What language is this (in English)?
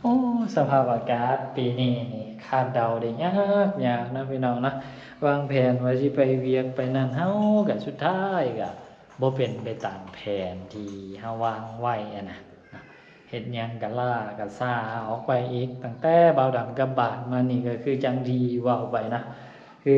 Lao